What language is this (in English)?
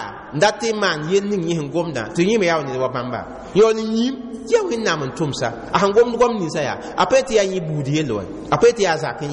Mossi